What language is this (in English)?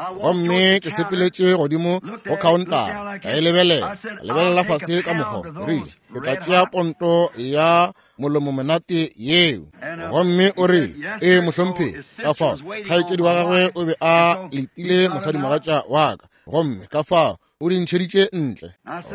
Northern Sotho